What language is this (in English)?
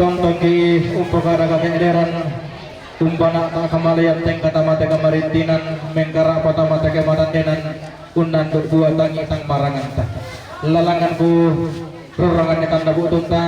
Toraja-Sa'dan